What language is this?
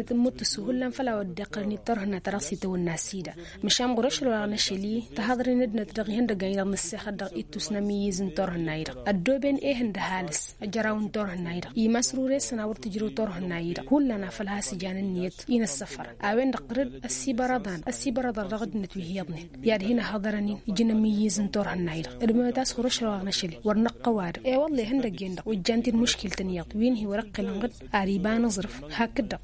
Tamasheq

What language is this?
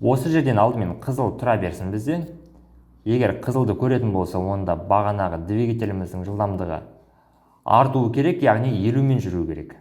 Kazakh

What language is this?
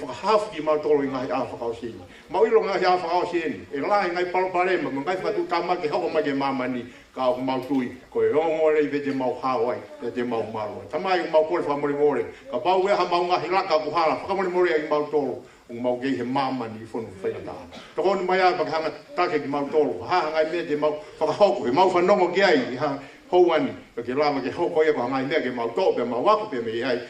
Tongan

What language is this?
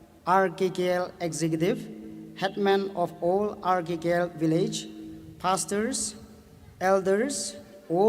Tangkhul Naga (India)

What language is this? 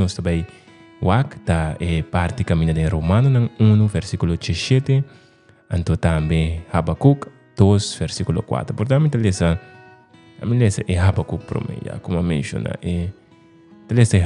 Papiamento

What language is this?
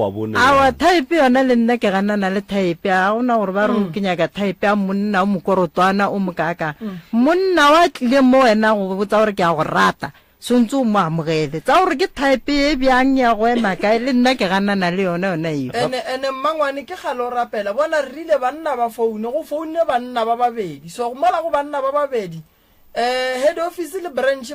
Northern Sotho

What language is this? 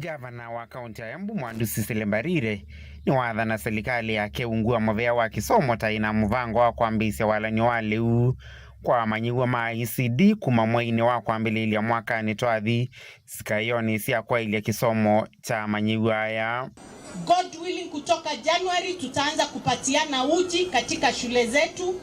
Kamba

